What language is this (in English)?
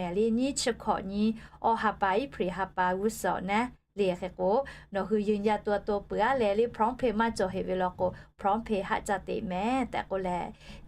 Lahu